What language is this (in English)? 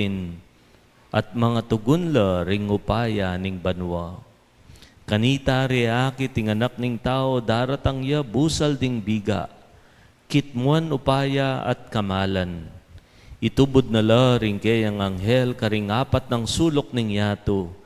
Pampanga